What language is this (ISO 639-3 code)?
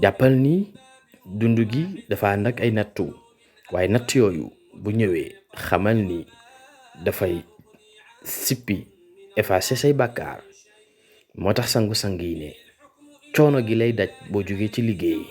wol